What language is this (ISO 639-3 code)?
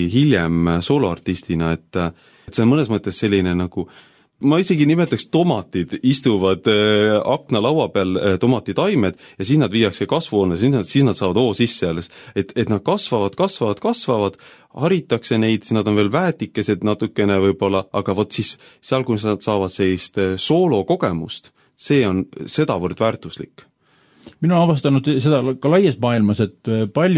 est